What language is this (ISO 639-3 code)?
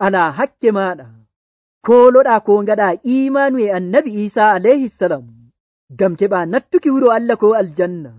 fuv